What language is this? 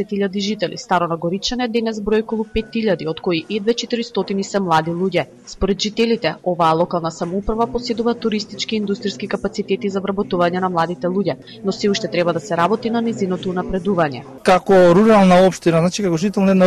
Macedonian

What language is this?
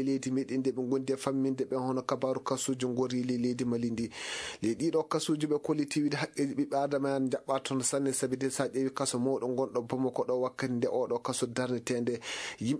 Maasina Fulfulde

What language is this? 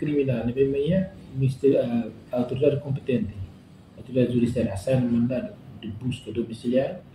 Tetum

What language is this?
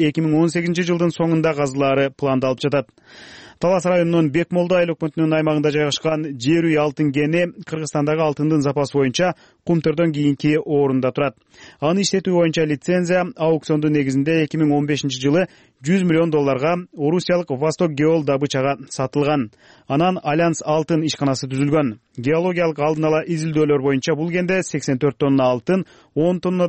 Kyrgyz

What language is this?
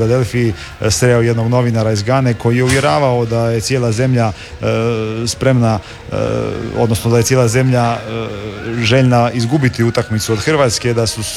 Croatian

